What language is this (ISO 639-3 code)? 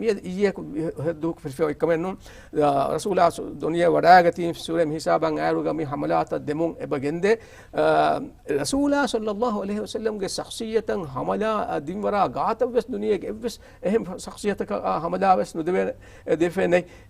div